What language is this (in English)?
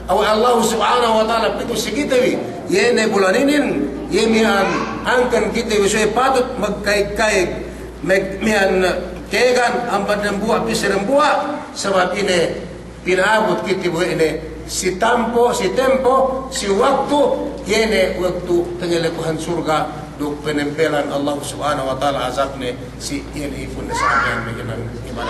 Yakan